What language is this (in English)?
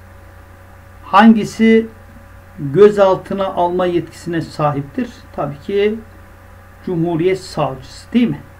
Turkish